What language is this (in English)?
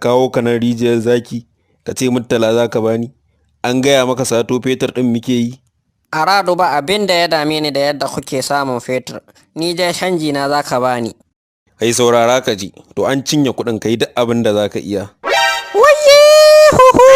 Hausa